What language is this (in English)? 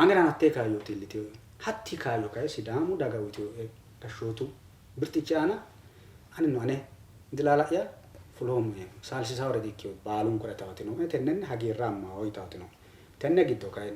Sidamo